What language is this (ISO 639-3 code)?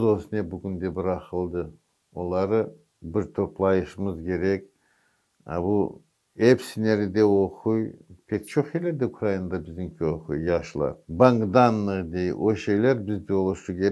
crh